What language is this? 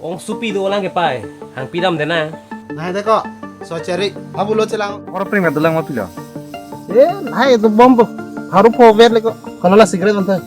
Karbi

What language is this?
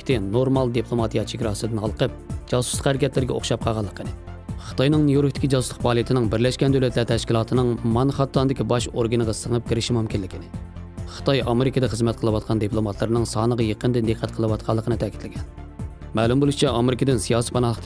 Uyghur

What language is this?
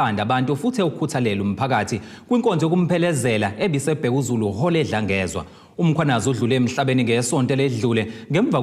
Zulu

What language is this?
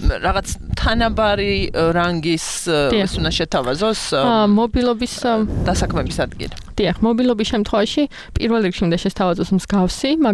Georgian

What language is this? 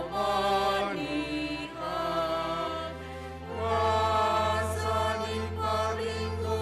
Batak Simalungun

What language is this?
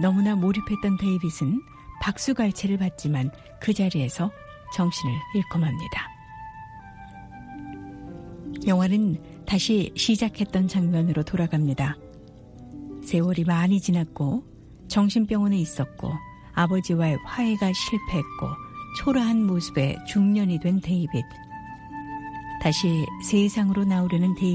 Korean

